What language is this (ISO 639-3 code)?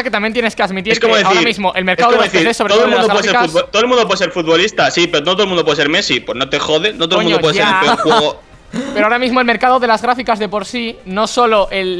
spa